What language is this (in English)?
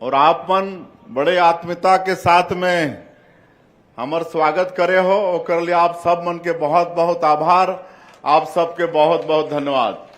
Chhattisgarhi